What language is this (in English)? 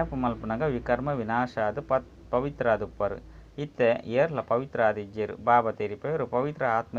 Tulu